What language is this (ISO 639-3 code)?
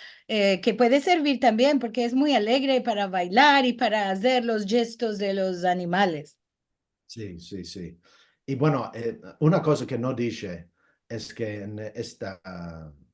lad